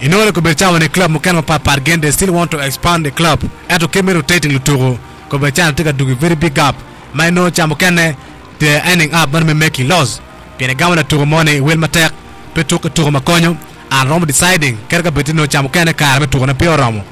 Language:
Acoli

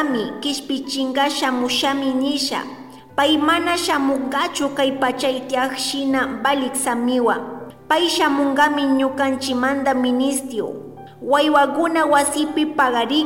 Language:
Chimborazo Highland Quichua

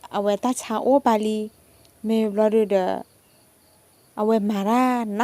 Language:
S'gaw Karen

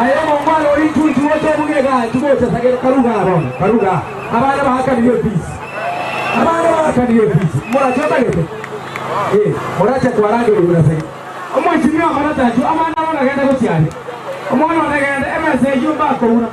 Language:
Gusii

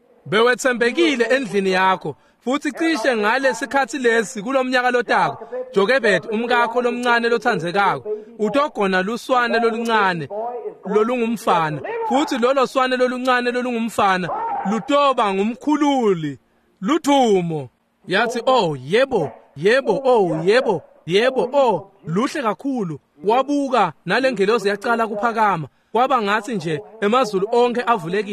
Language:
Swati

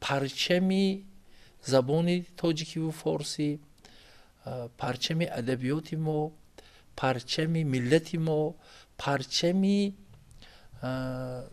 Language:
Tajik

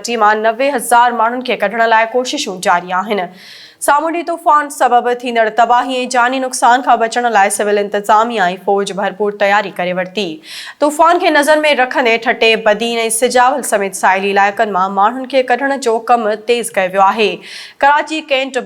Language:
Sindhi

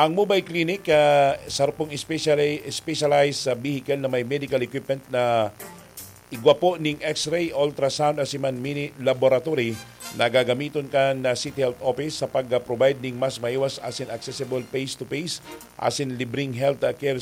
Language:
Bikol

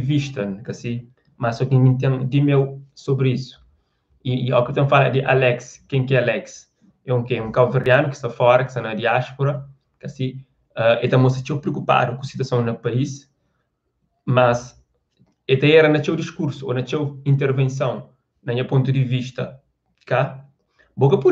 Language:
Kabuverdianu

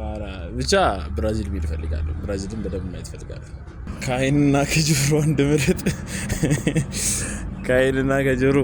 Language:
Amharic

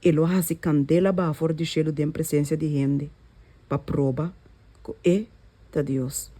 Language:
Papiamento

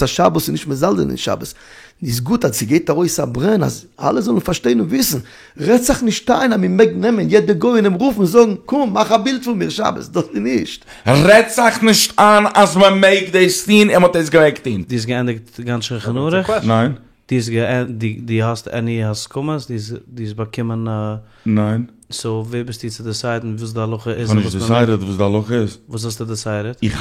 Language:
Yiddish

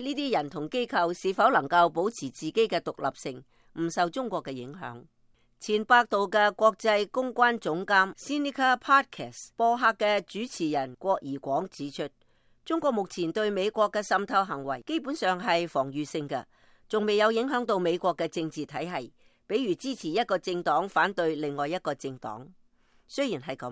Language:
Cantonese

